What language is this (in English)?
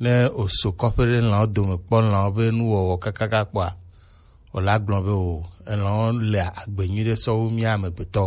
Gen